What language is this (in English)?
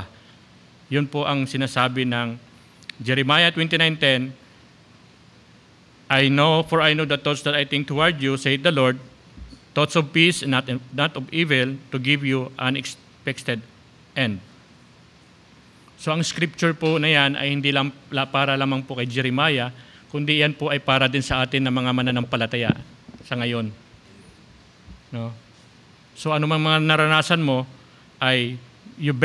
Filipino